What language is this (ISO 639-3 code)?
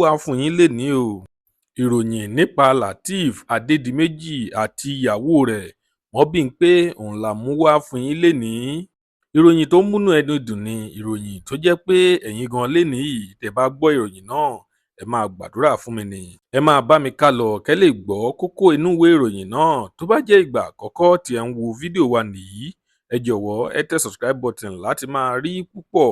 yor